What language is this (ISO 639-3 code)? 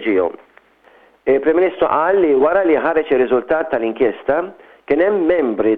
mlt